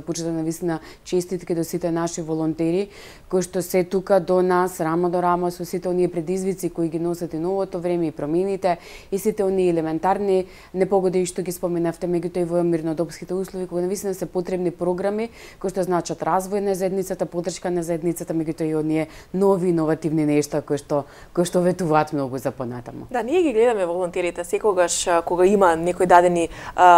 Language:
Macedonian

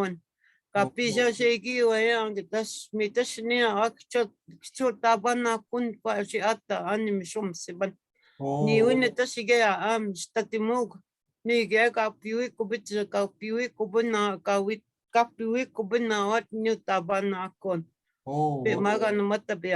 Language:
Chippewa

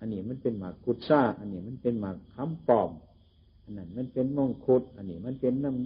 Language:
Northeastern Thai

